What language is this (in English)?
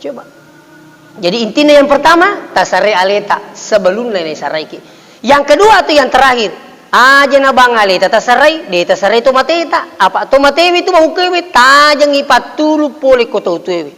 Buginese